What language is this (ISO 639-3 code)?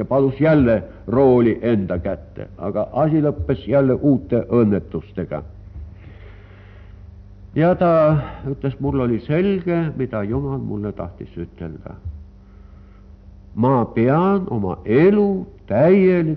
est